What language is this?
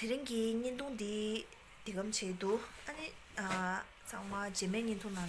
Tibetan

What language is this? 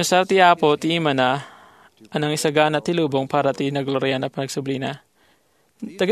Iloko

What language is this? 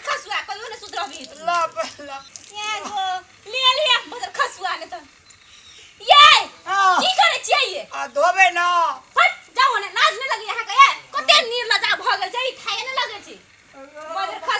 Maithili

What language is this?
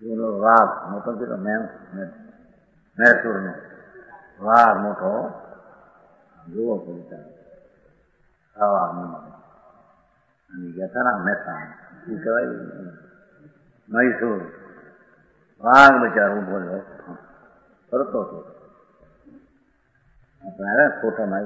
Gujarati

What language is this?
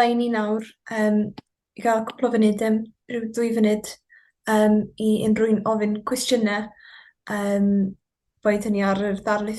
Welsh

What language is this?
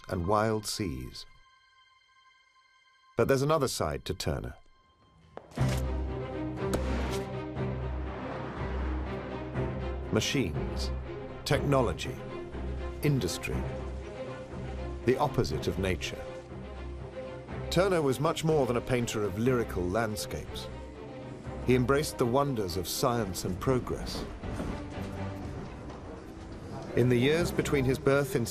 English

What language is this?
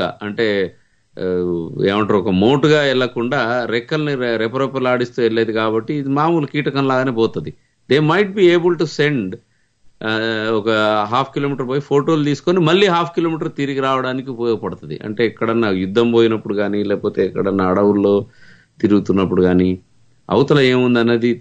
Telugu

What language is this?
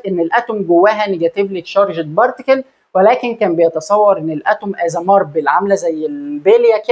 Egyptian Arabic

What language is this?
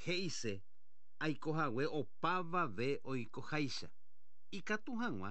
Guarani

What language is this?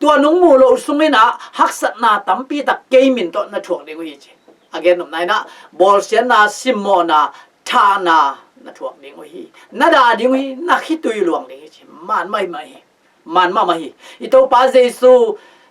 Tedim Chin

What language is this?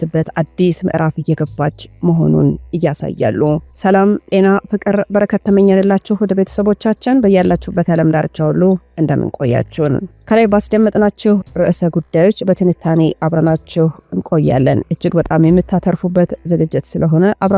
Amharic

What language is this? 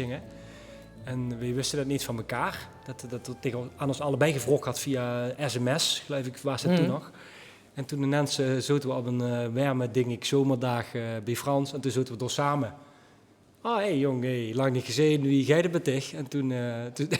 Limburgish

